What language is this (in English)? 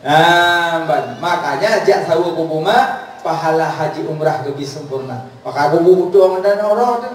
Achinese